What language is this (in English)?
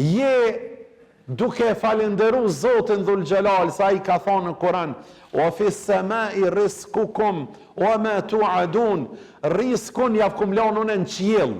Albanian